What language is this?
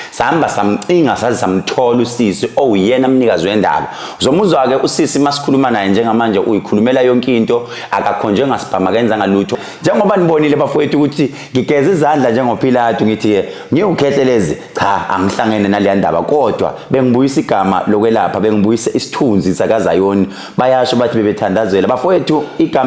Zulu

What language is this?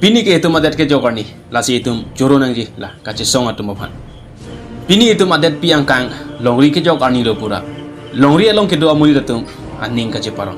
Karbi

